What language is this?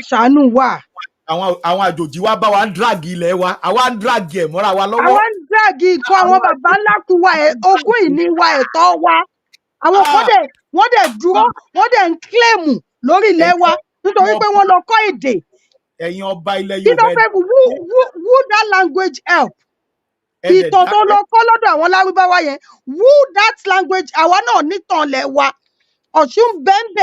Yoruba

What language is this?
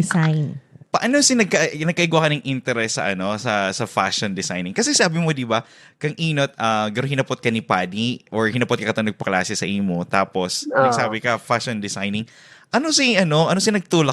Bikol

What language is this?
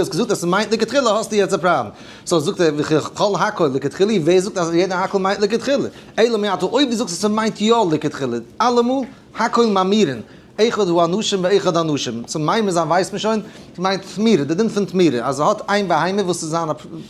Yiddish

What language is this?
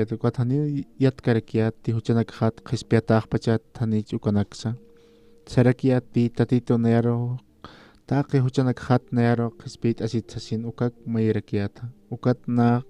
Aymara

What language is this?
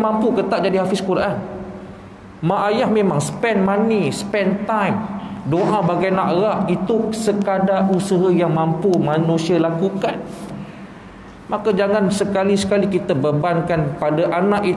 Malay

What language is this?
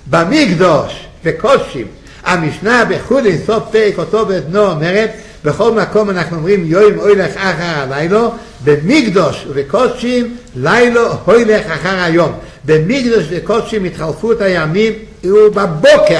Hebrew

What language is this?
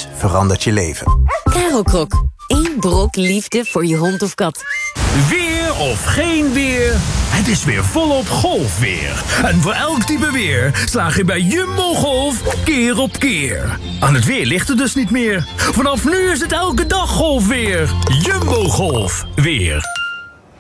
Dutch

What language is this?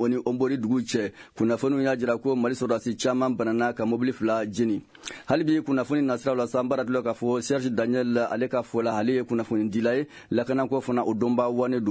Bambara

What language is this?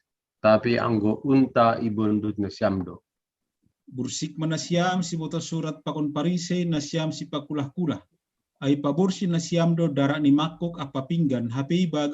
Batak Simalungun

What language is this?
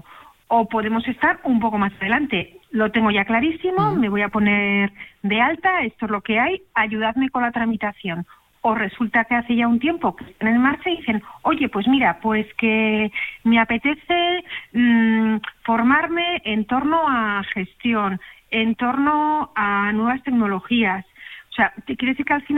Spanish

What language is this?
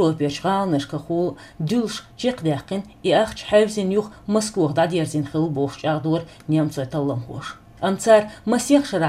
Chechen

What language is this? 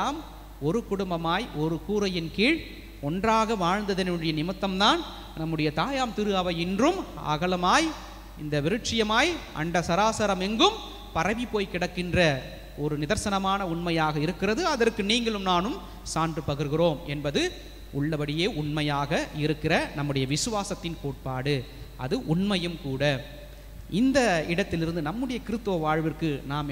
Tamil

